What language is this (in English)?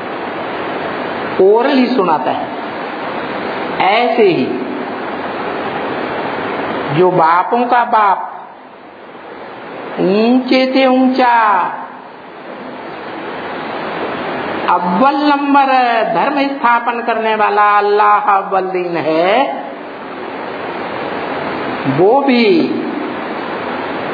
Hindi